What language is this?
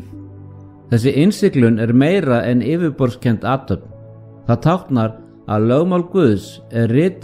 Icelandic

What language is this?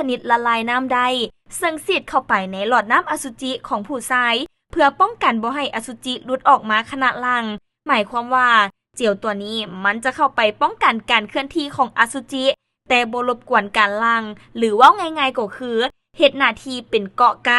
Lao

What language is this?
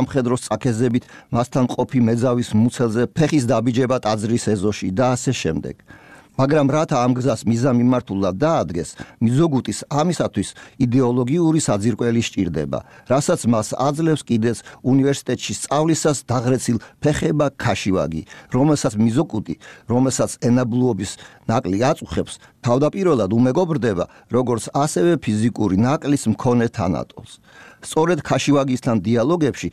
Georgian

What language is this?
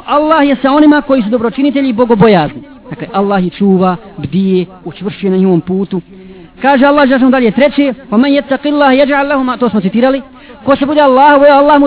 Bosnian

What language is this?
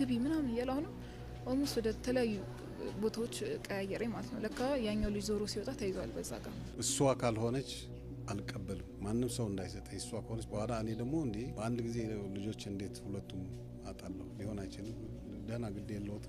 Amharic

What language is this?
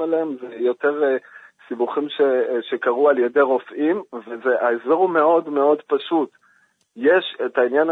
Hebrew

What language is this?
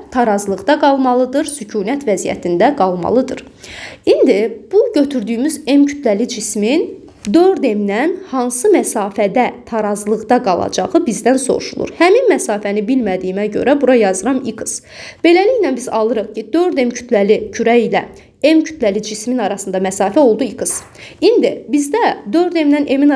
Azerbaijani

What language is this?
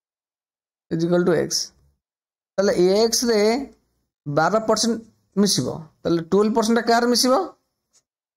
Odia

